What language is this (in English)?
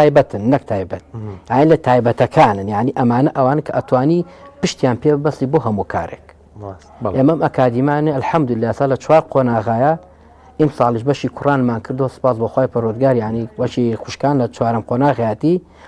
Central Kurdish